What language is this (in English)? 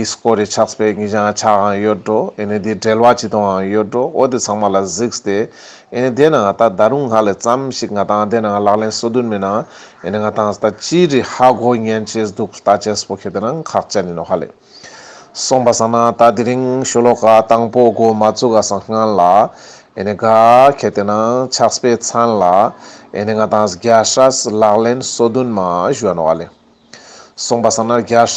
Ladakhi